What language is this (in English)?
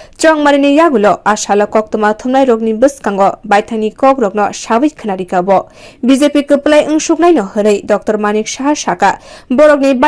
Kok Borok